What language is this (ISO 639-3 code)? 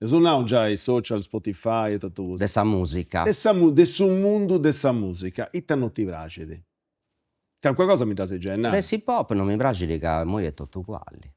srd